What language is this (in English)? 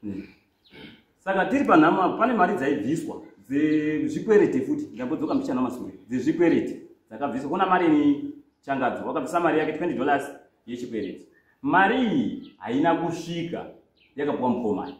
Shona